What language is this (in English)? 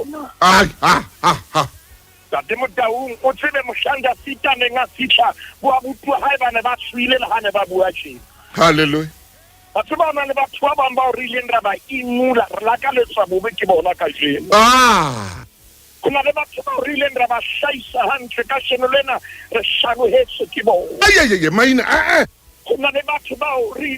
Southern Sotho